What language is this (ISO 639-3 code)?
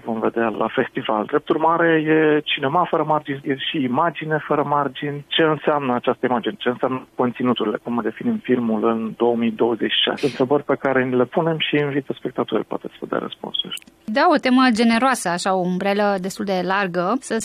ron